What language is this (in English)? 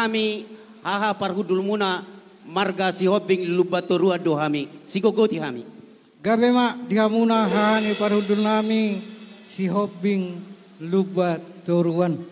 Batak Toba